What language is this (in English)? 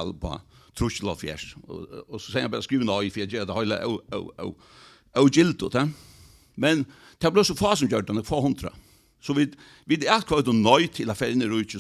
Faroese